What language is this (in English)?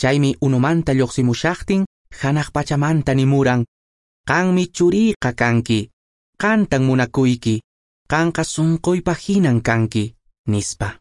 Quechua